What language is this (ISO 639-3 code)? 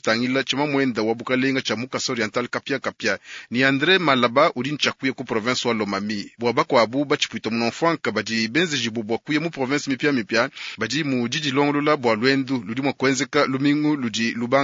lua